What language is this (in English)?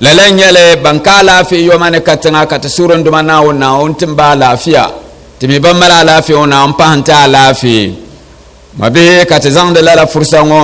Dagbani